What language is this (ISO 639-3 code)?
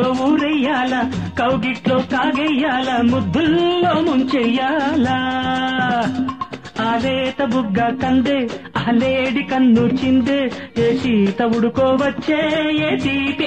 tel